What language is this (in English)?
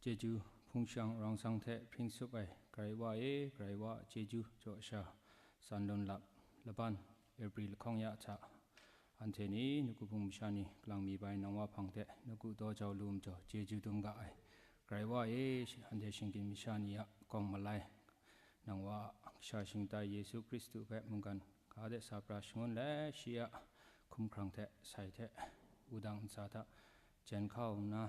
Kachin